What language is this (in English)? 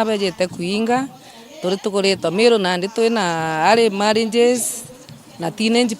Meru